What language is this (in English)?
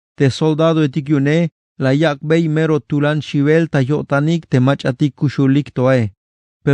Tzeltal